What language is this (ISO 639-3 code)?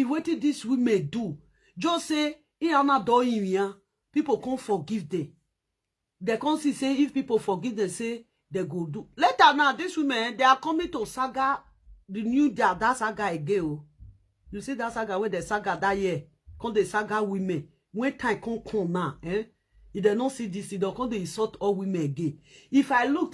pcm